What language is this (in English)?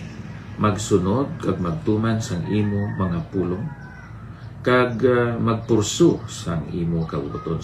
Hiligaynon